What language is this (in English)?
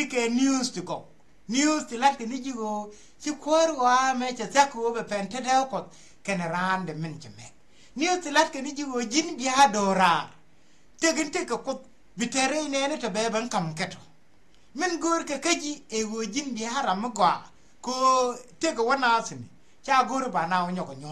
Nuer